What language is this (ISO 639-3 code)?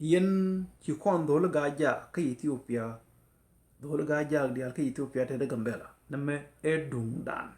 nus